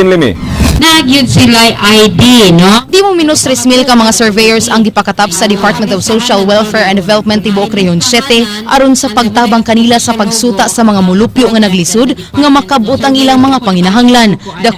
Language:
Cebuano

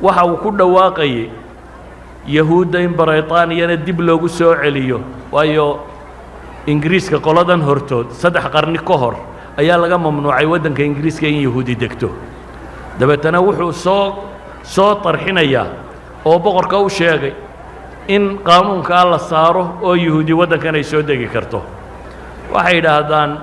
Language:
Somali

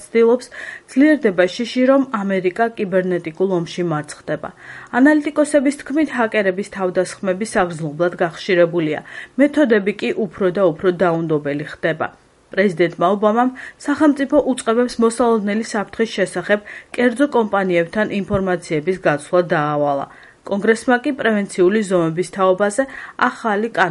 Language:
Georgian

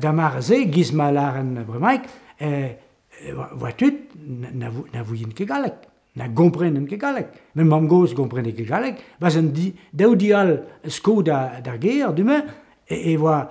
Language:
Breton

